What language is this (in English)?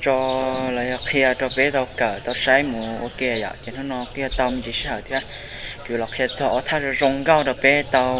Hmong